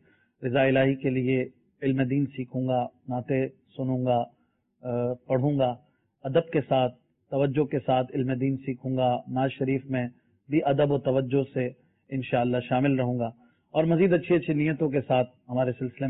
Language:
Urdu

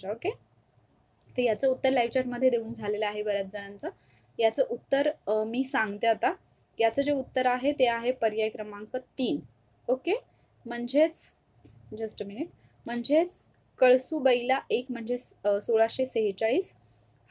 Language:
Marathi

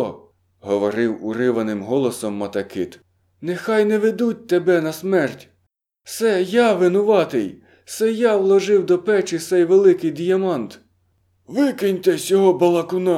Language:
Ukrainian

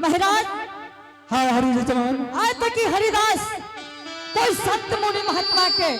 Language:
Angika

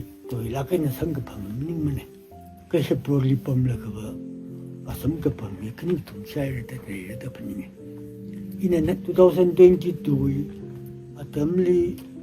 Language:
Tangkhul Naga (India)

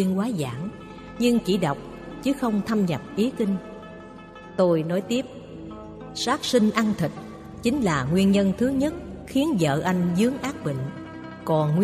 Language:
Vietnamese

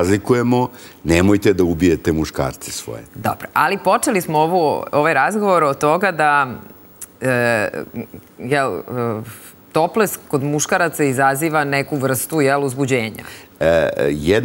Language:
Serbian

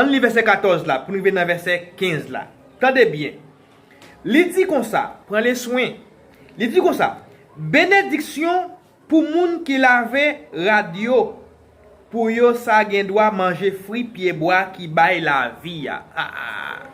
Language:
Haitian Creole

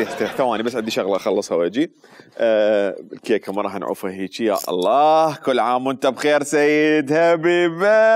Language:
Mesopotamian Arabic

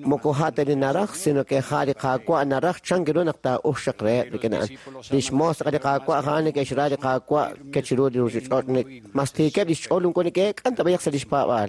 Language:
Kekchí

